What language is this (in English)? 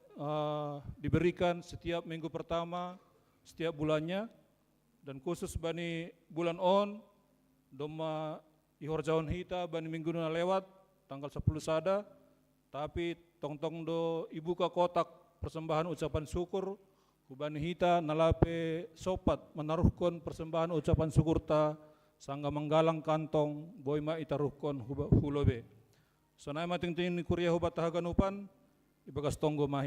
Batak Simalungun